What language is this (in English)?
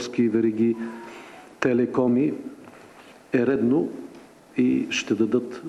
Bulgarian